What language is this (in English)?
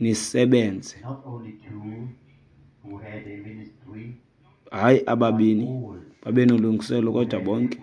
Xhosa